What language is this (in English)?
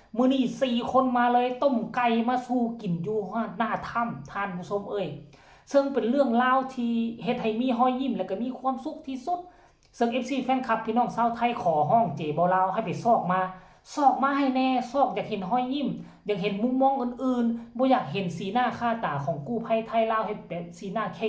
Northeastern Thai